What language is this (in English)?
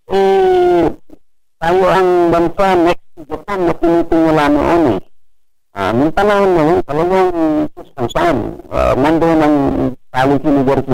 Filipino